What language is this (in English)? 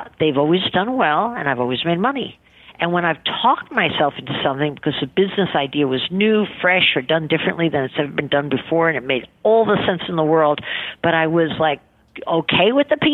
English